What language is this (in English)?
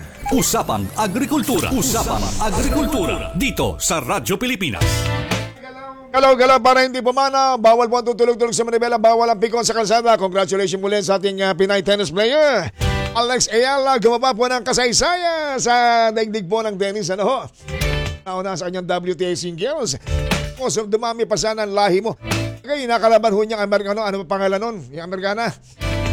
Filipino